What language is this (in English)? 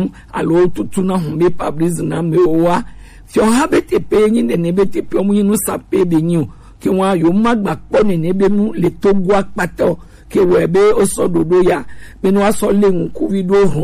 Gen